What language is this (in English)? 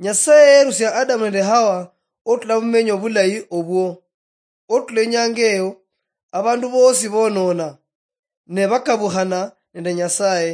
Luyia